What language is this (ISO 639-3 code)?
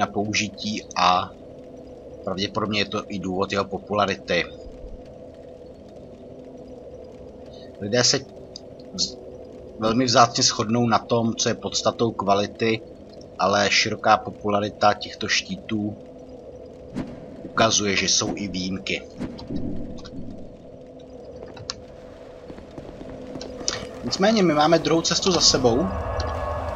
ces